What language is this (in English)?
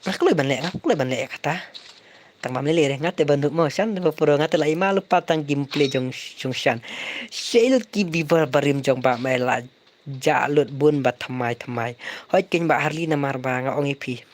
Khasi